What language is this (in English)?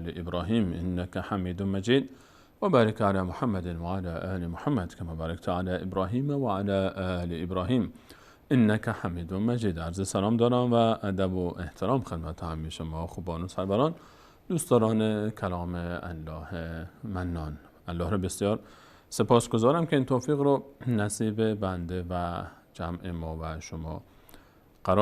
Persian